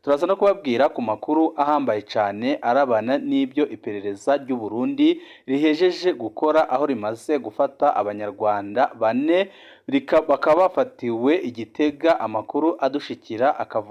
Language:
Rundi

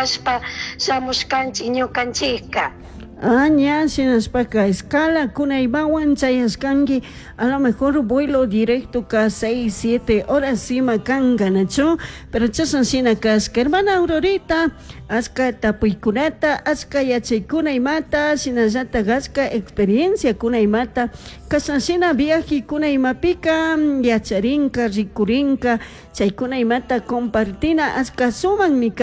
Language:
Chimborazo Highland Quichua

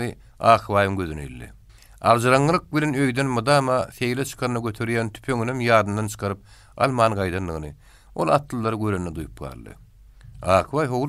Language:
Turkmen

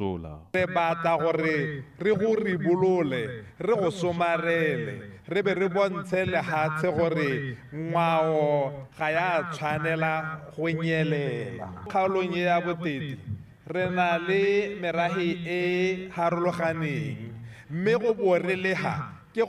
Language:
Tswana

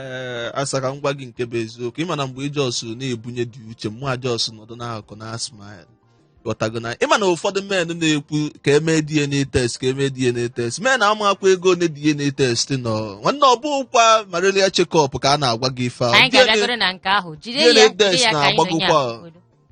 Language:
Igbo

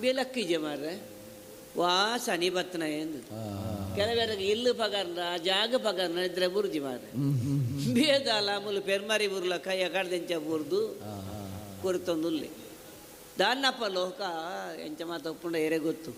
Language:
Tulu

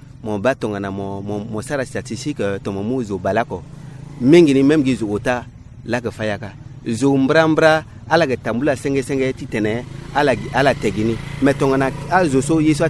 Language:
Sango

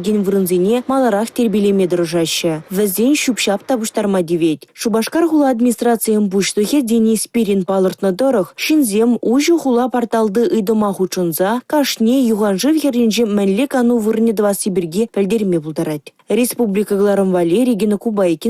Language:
Chuvash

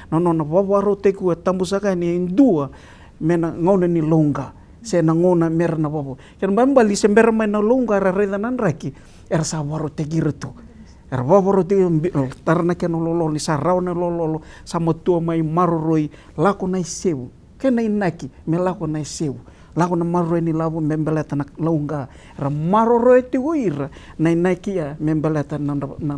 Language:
Fijian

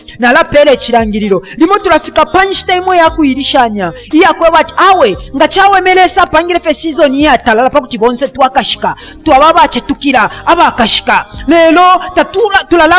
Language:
Bemba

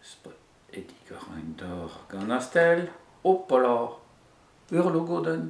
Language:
Breton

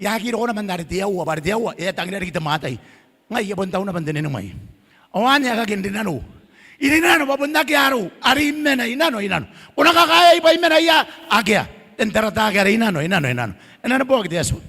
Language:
Gilbertese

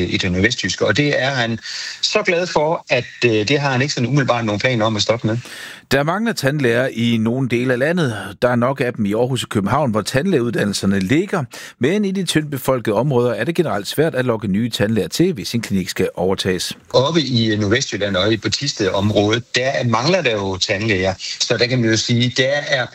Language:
Danish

